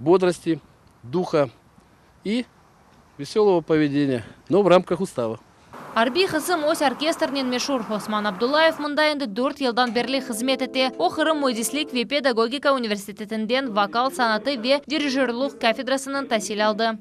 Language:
Crimean Tatar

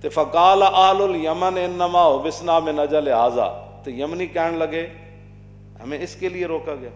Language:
Western Panjabi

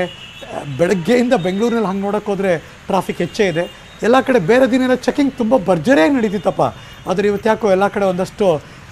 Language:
Kannada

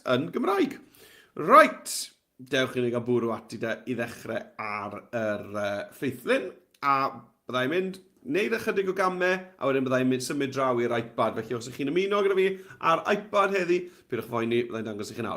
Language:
Welsh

